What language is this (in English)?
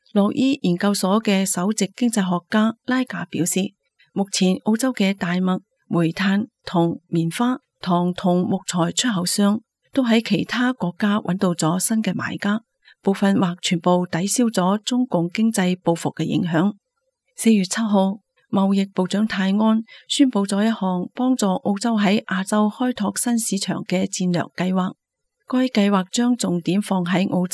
Cantonese